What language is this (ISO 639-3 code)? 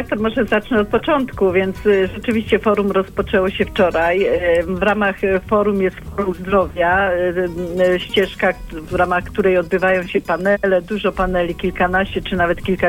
pol